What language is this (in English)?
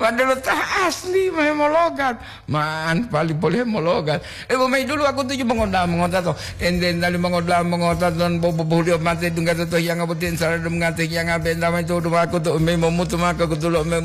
Gorontalo